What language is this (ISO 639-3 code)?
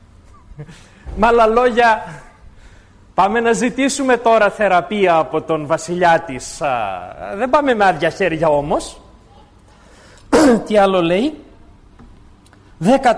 ell